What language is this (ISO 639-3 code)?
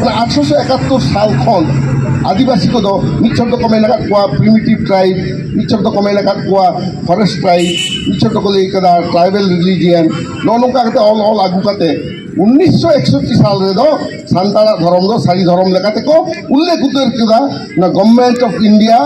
sat